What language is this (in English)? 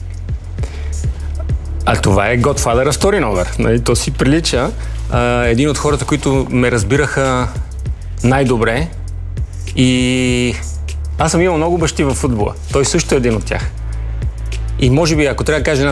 Bulgarian